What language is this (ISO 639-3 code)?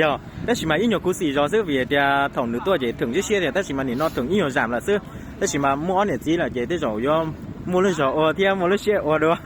hmn